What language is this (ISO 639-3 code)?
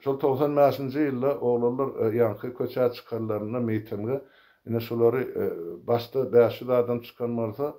tuk